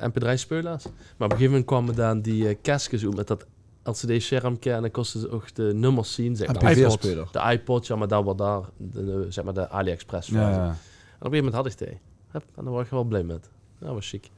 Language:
Limburgish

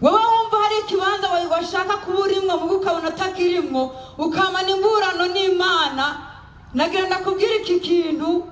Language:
Rundi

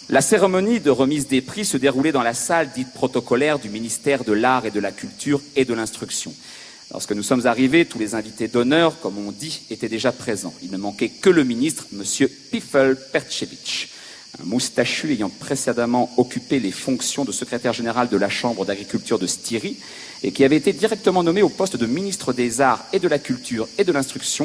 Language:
French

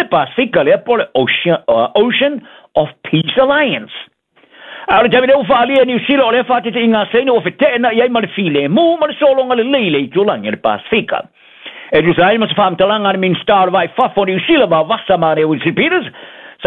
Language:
Samoan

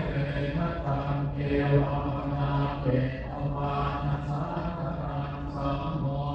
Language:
Pali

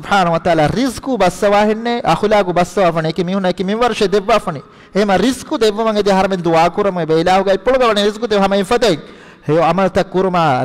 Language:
Divehi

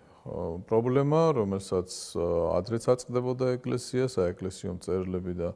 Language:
Georgian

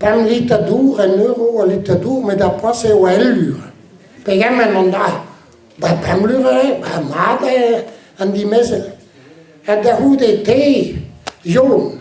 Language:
Breton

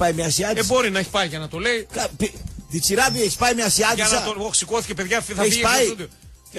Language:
Greek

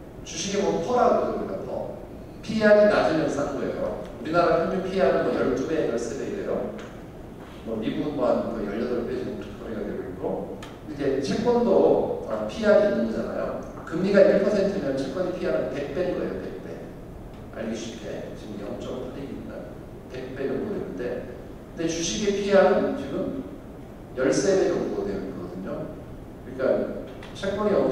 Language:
Korean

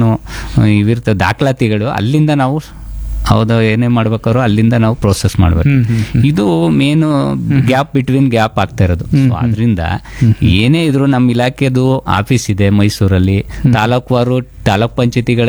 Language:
Kannada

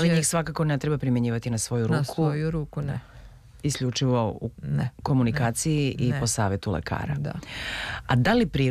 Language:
Serbian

